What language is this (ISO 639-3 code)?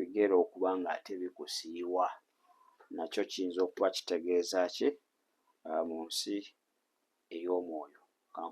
lug